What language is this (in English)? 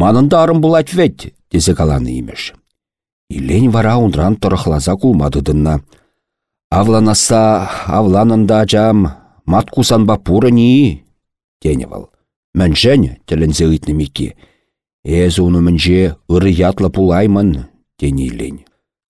Chuvash